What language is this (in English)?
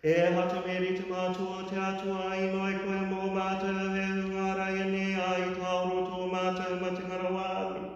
Māori